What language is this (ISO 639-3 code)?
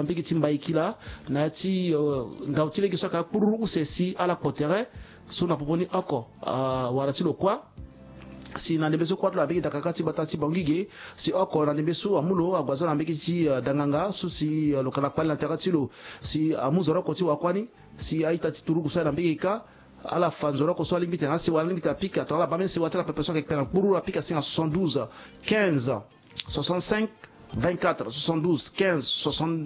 sag